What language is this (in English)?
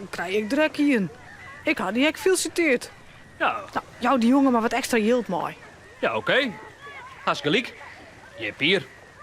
Western Frisian